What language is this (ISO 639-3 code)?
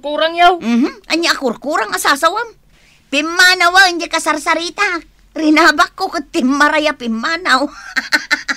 ilo